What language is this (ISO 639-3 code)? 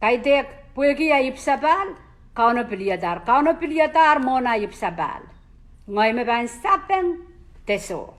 pon